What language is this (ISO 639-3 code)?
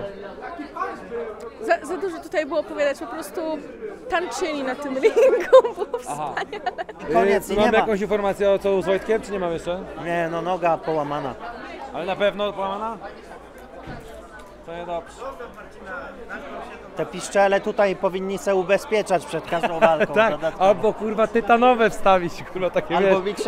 pol